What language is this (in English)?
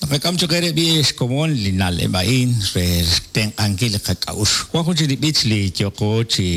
Kekchí